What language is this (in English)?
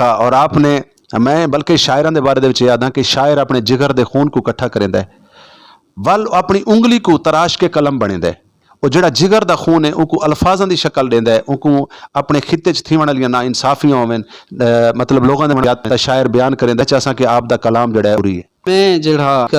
Saraiki